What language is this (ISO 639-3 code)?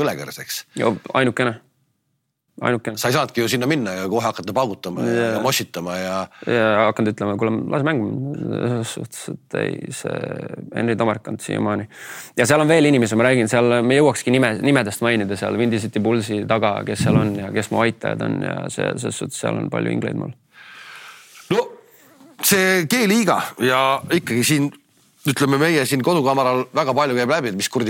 est